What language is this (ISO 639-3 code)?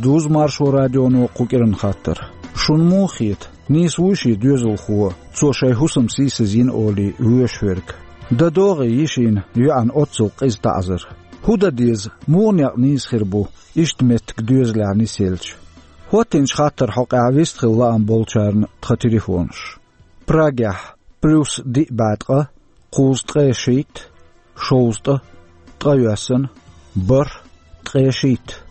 che